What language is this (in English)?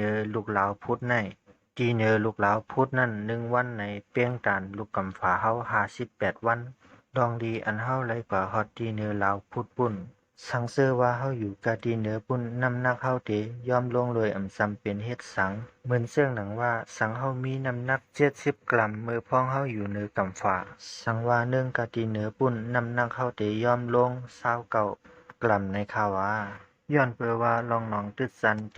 Shan